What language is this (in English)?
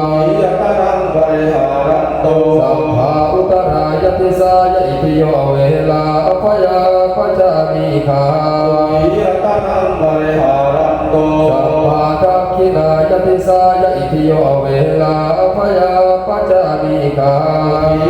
Pali